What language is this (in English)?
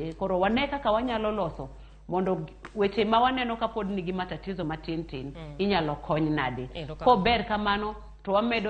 Luo (Kenya and Tanzania)